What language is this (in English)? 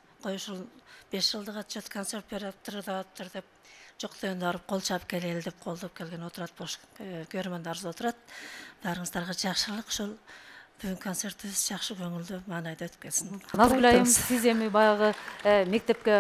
Kyrgyz